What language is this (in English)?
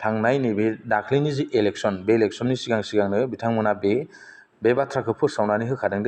Bodo